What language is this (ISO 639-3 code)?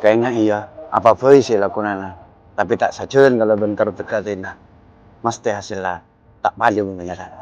mad